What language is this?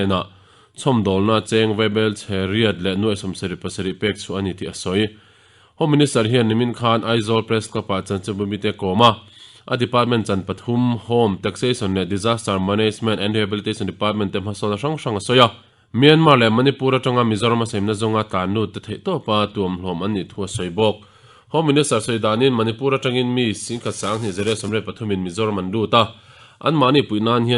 Mizo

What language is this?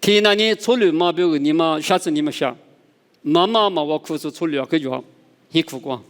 Lisu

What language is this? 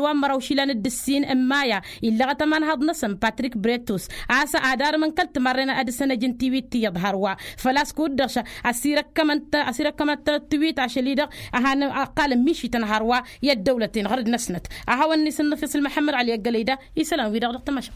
Tamasheq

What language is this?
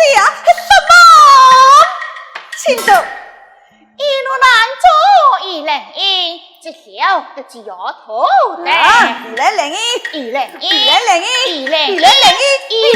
Pu-Xian Chinese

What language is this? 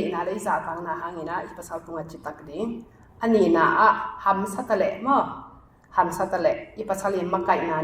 Tedim Chin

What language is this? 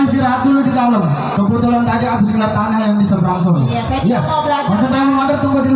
Betawi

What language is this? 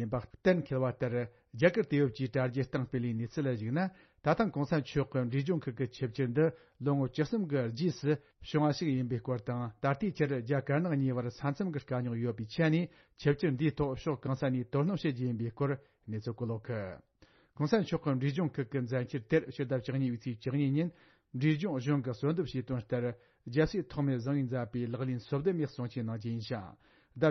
Tibetan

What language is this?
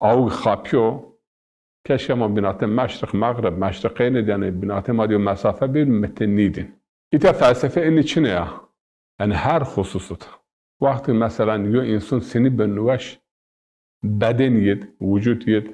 Zaza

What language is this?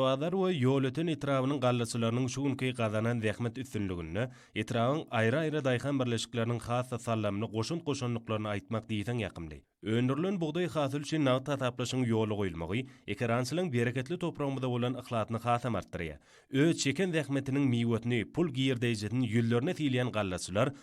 Turkmen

